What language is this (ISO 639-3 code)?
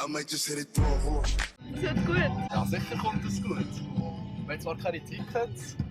gsw